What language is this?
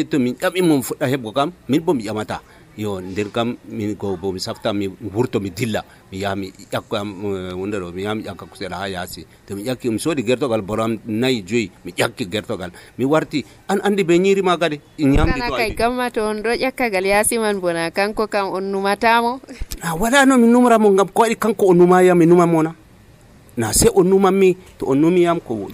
Nigerian Fulfulde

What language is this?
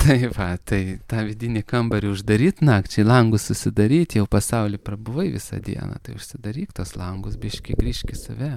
Lithuanian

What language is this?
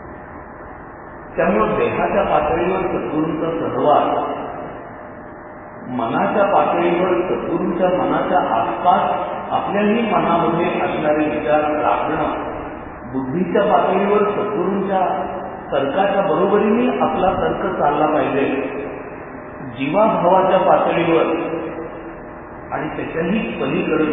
Marathi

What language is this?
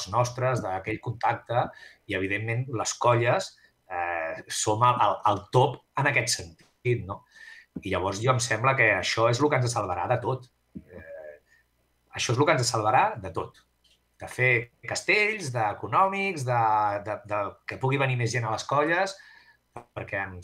Catalan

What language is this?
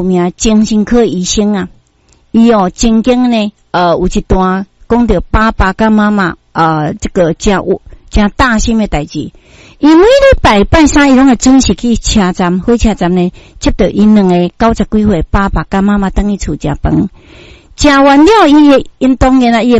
Min Nan Chinese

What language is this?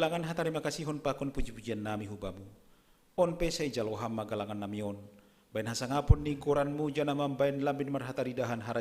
Batak Simalungun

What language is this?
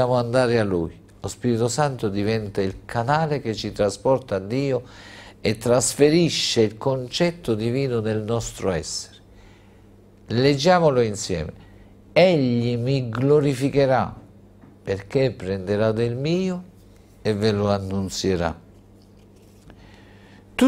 Italian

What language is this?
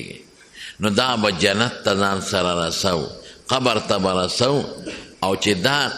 Pashto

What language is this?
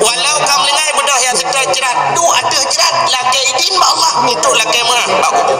Achinese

